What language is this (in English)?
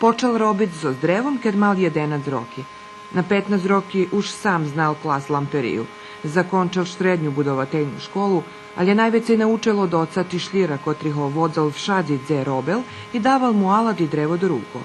Rusyn